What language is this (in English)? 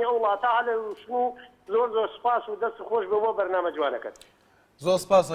Central Kurdish